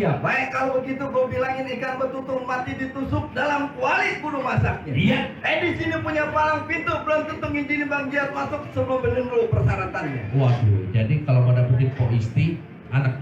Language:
Betawi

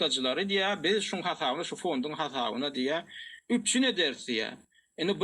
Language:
Turkmen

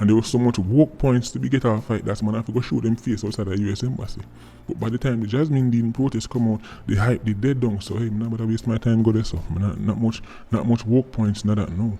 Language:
Jamaican Creole English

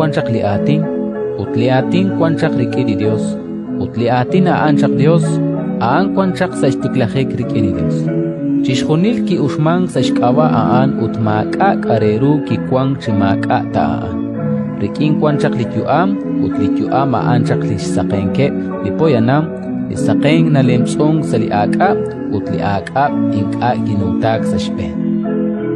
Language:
Kekchí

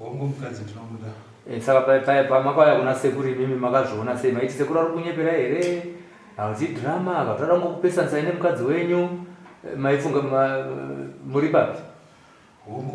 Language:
Shona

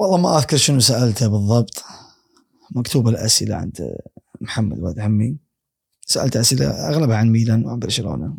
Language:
Gulf Arabic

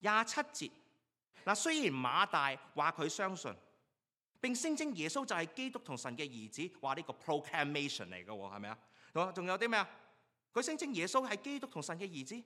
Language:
Cantonese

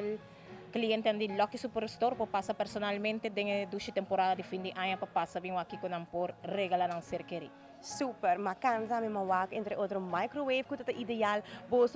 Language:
Papiamento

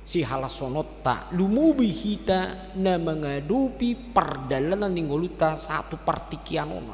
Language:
Batak Toba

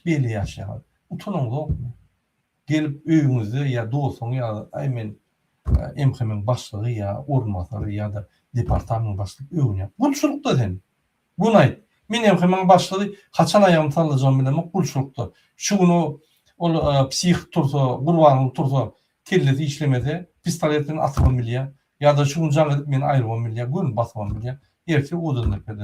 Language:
Turkmen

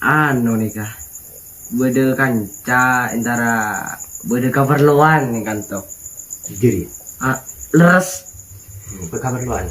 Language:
Madurese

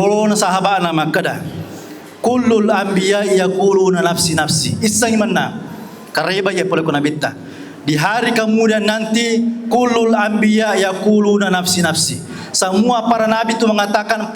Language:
Buginese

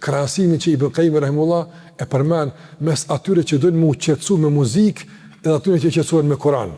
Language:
Albanian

